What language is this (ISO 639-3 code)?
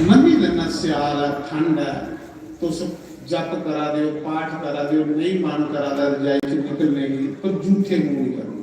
doi